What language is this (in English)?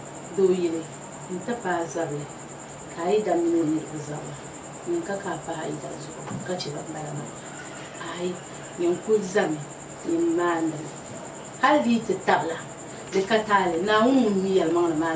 Dagbani